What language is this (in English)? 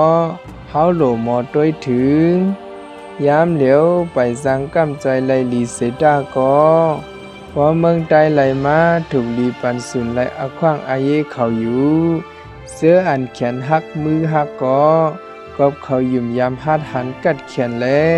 Shan